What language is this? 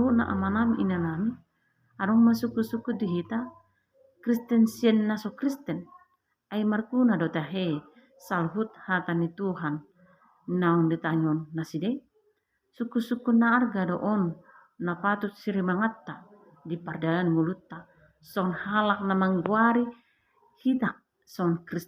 Batak Toba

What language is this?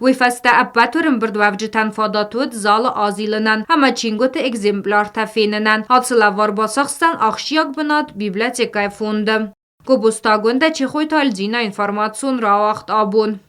Ossetic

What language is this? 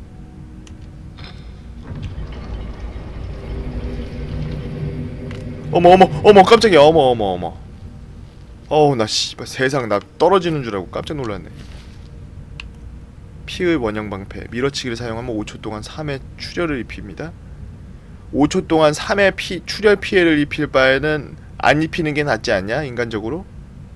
Korean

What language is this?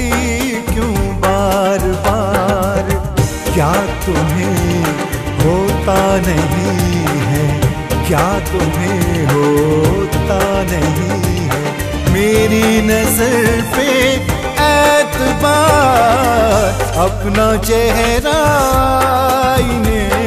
Bhojpuri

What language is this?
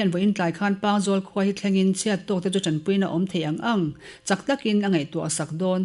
Mizo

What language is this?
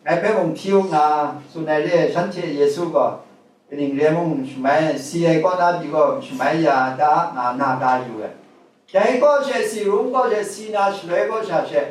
Kachin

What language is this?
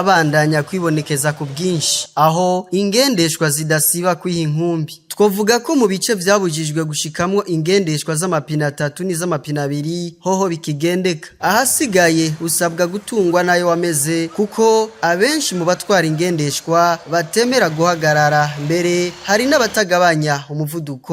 Rundi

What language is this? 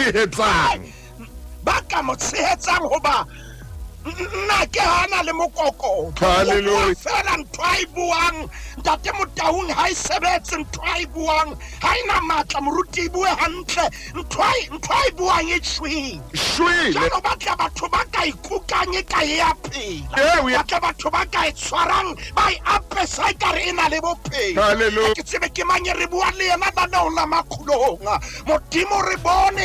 Southern Sotho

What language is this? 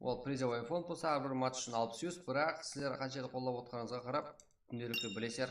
Kara-Kalpak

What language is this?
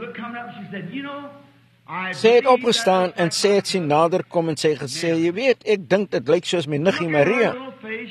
Afrikaans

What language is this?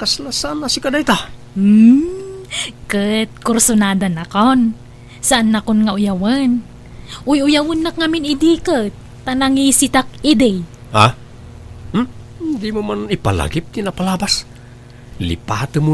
Iloko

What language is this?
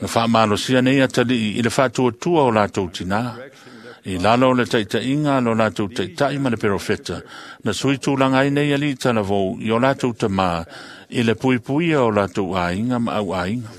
Samoan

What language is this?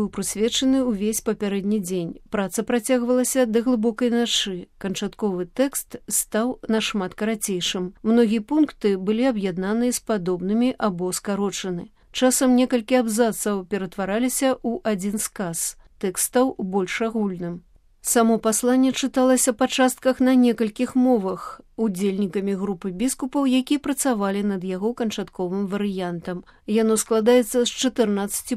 Belarusian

